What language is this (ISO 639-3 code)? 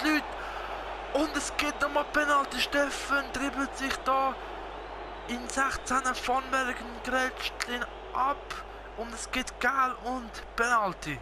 gsw